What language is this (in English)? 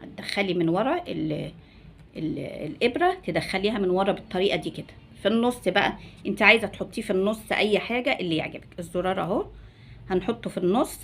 Egyptian Arabic